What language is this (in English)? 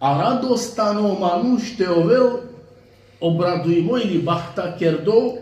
Balkan Romani